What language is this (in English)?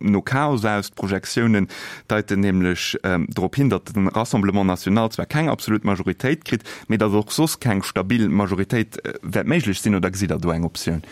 Luxembourgish